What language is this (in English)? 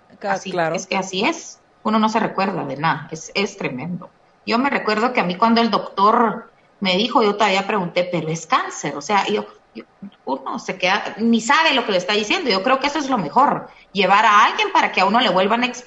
Spanish